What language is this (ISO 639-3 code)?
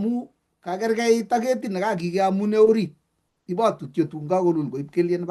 kln